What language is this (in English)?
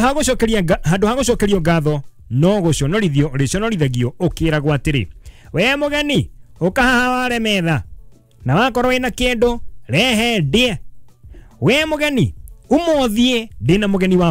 Kikuyu